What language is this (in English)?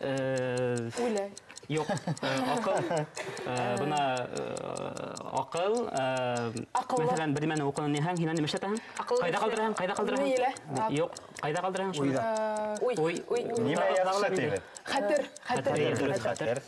Bashkir